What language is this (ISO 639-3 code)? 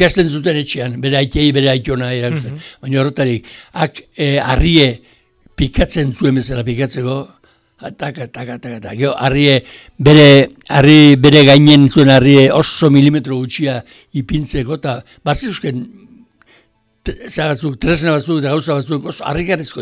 eus